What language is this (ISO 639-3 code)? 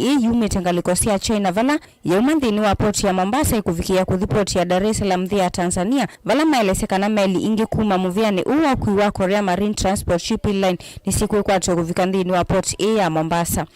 kam